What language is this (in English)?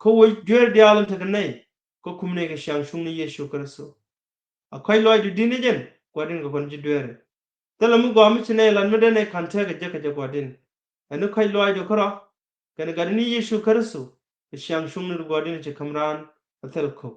Nuer